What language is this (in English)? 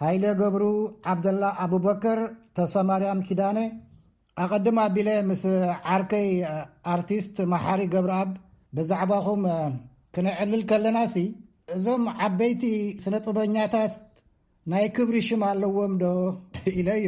Tigrinya